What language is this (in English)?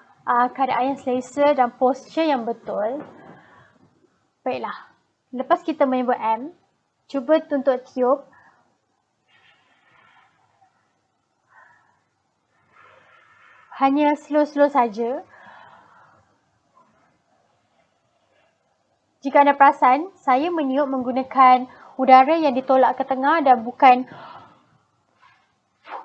Malay